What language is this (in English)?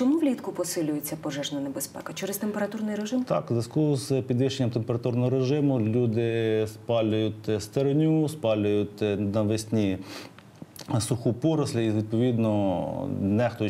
Ukrainian